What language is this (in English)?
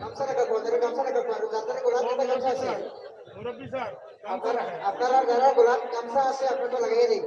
Sylheti